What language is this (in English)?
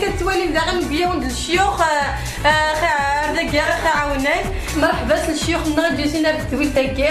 Kabyle